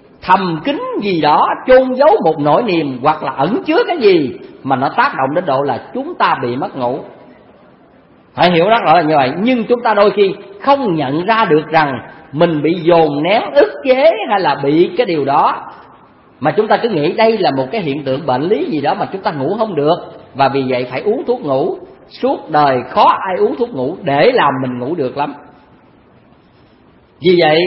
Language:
Vietnamese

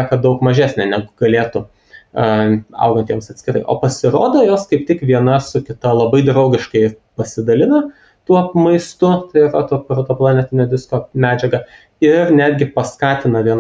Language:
Lithuanian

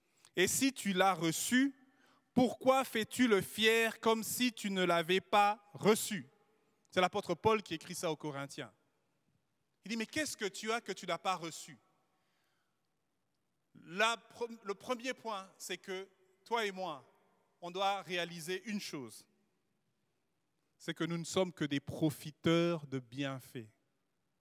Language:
French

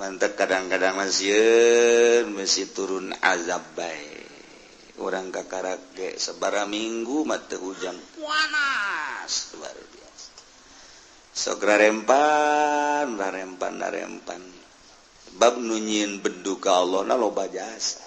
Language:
Sundanese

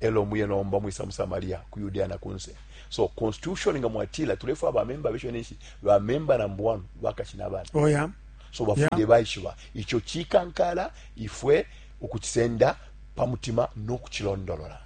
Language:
Bemba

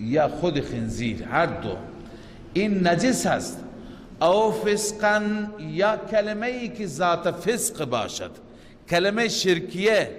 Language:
Persian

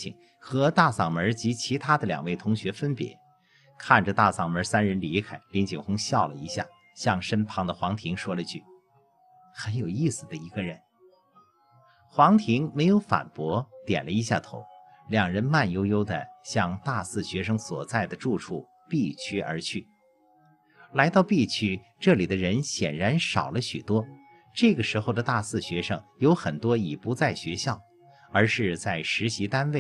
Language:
Chinese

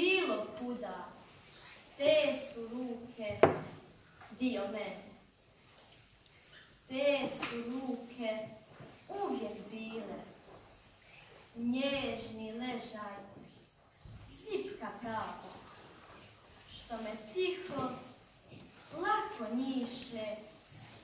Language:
Croatian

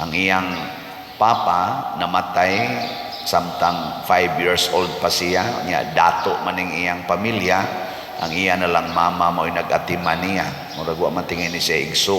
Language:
Cebuano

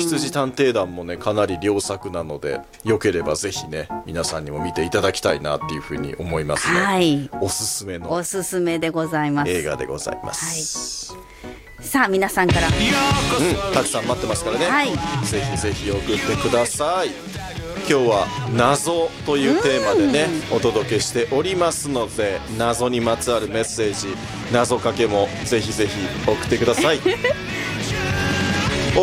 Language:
Japanese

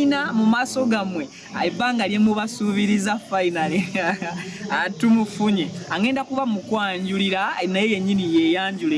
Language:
Ganda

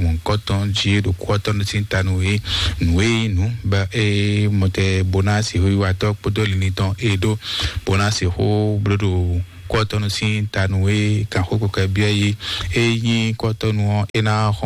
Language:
Fon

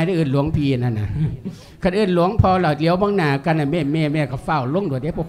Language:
Lao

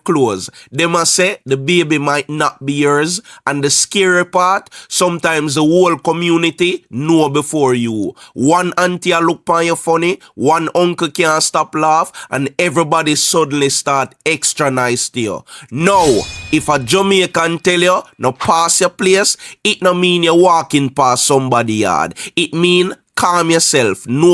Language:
Jamaican Creole English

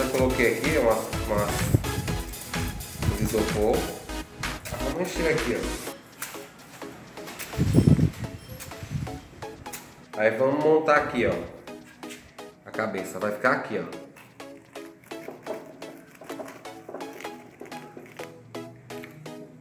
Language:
Portuguese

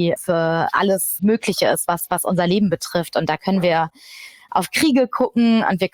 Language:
German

